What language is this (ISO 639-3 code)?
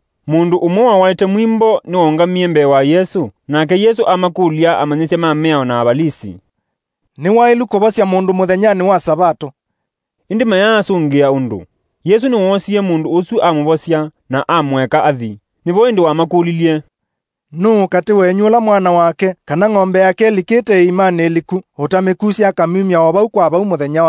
kam